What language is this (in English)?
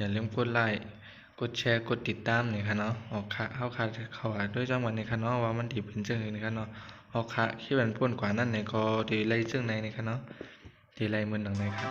Shan